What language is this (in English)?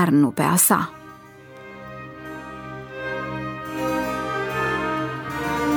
Romanian